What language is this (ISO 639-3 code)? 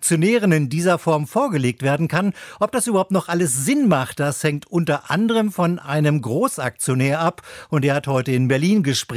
deu